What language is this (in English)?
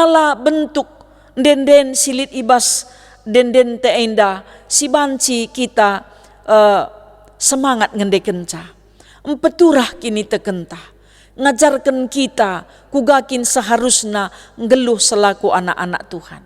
Batak Karo